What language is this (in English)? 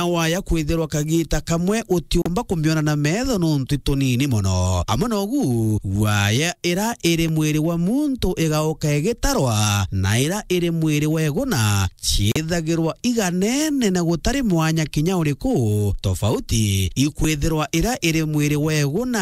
Meru